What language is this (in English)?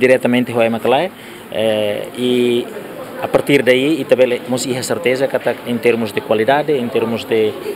Tetum